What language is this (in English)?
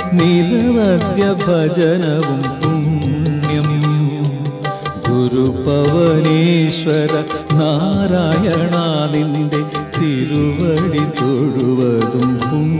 Malayalam